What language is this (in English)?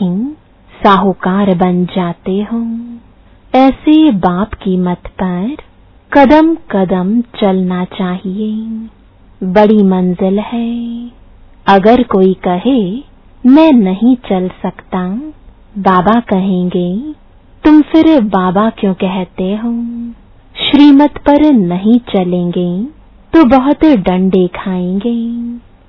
Hindi